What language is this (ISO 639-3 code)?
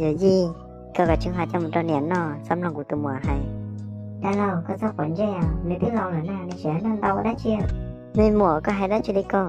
hmn